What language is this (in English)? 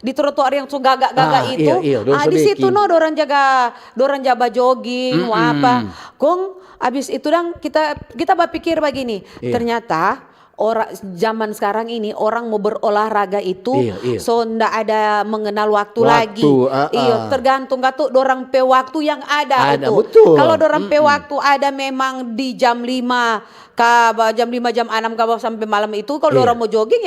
Manado Malay